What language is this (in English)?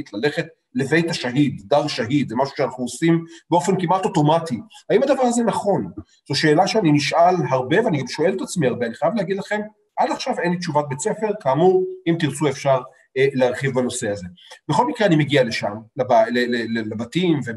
Hebrew